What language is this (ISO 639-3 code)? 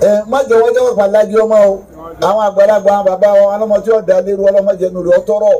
yor